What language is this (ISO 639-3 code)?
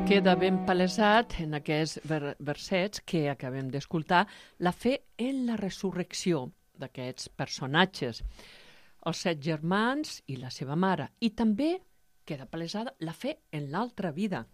cat